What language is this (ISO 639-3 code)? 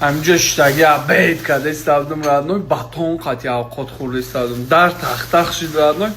tgk